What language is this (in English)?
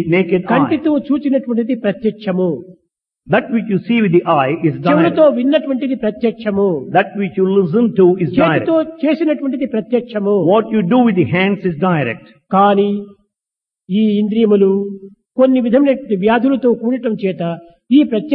Telugu